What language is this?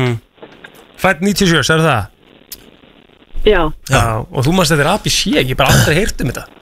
Icelandic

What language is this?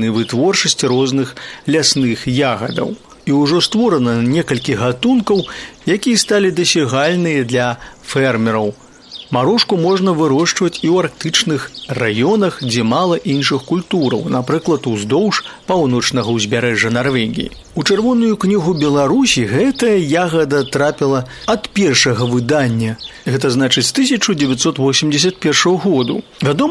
Belarusian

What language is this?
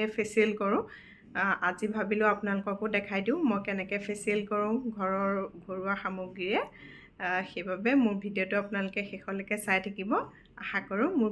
Assamese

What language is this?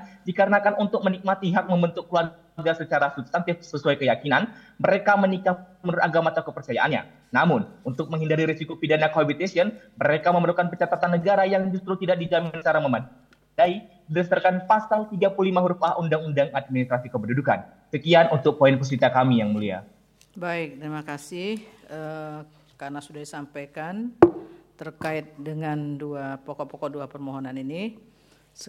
Indonesian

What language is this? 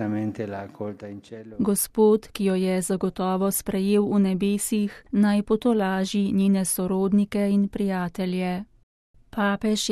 Slovenian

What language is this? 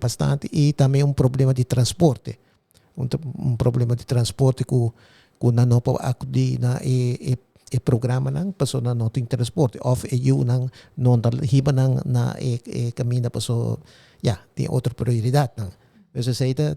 Papiamento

